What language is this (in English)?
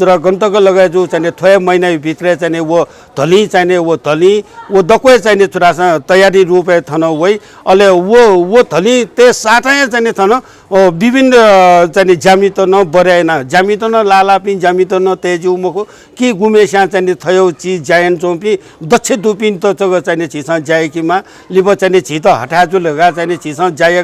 Newari